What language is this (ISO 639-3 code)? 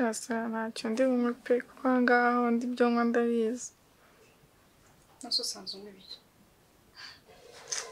kin